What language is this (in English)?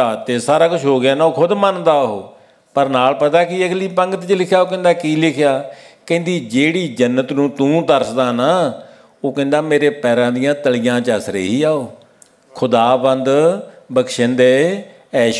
Punjabi